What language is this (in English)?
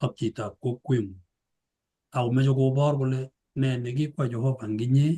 Kalenjin